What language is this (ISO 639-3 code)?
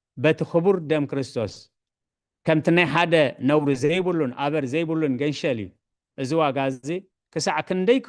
tir